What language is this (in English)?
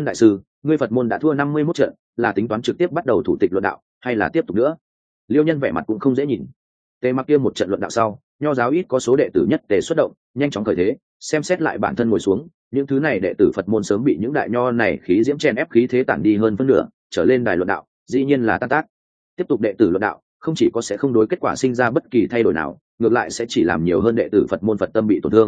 Vietnamese